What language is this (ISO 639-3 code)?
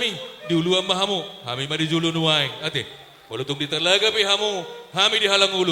bbc